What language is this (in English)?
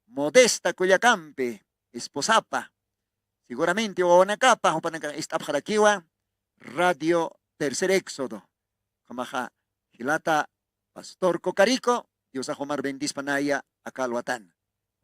Aymara